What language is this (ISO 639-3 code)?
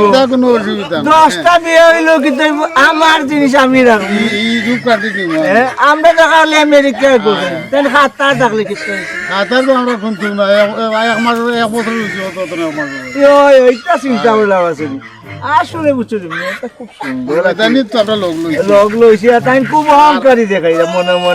syl